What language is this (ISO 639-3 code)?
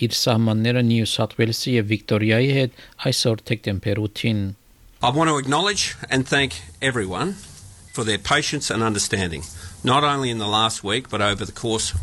hye